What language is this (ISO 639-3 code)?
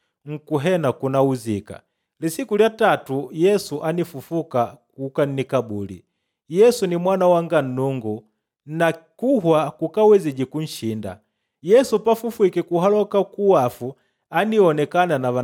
kde